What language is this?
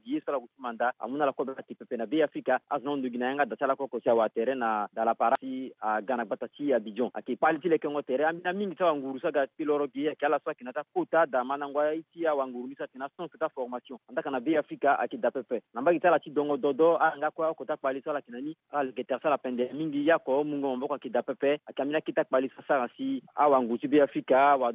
Sango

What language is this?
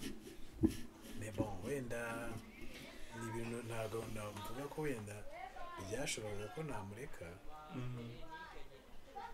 Kinyarwanda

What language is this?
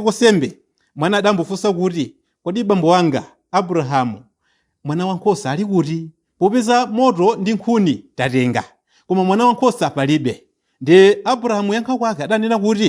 Nyanja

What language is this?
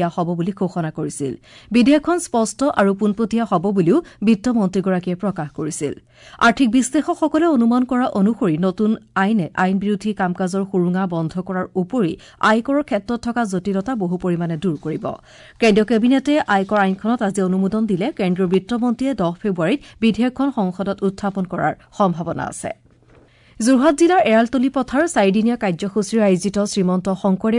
Assamese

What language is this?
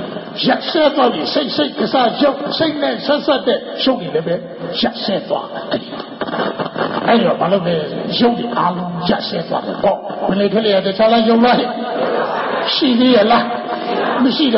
Burmese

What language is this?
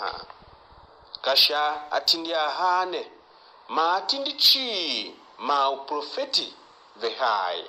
Tiv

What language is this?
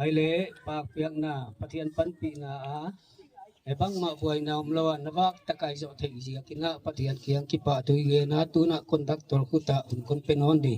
Gangte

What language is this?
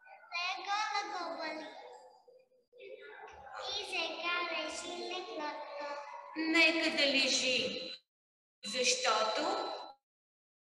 Bulgarian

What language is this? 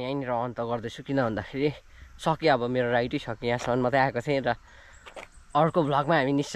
Nepali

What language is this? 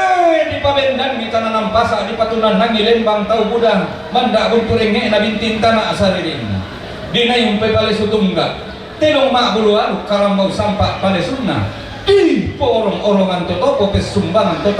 Toraja-Sa'dan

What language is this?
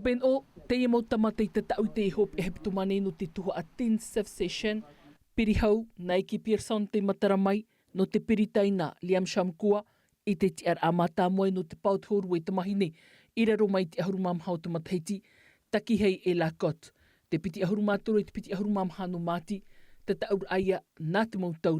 Tahitian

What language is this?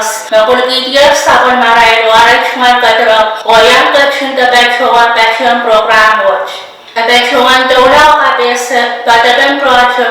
Pohnpeian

